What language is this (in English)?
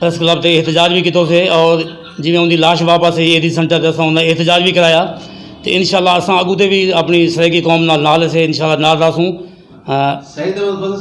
Saraiki